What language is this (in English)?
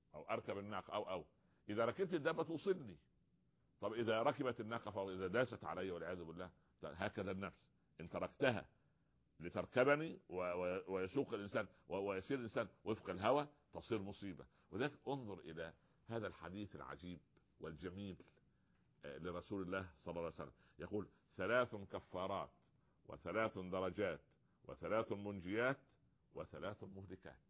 Arabic